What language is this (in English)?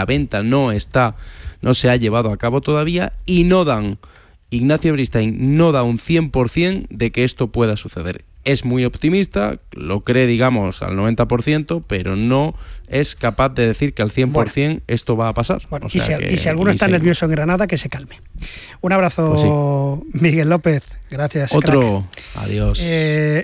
Spanish